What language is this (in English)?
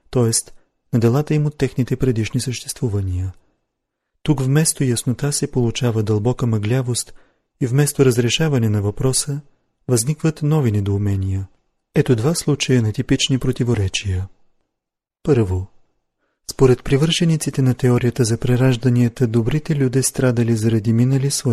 Bulgarian